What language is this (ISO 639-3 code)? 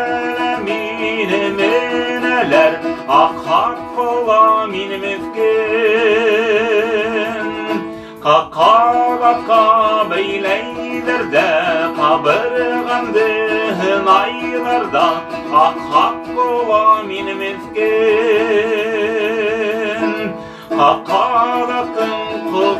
bak